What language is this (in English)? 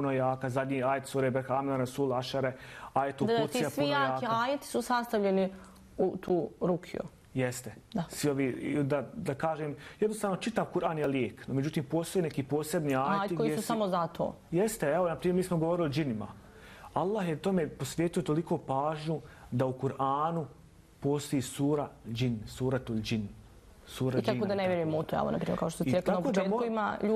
Bosnian